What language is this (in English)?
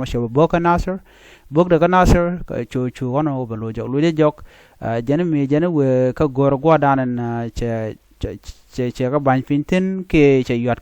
Nuer